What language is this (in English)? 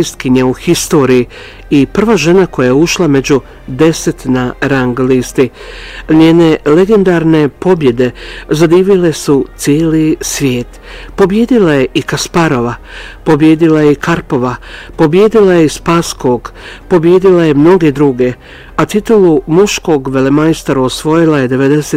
Bosnian